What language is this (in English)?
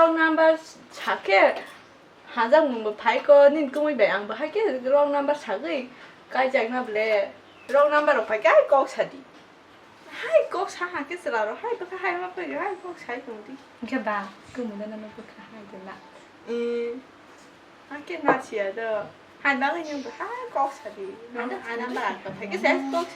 Kok Borok